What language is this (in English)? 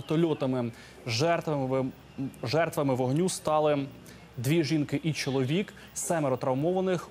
Ukrainian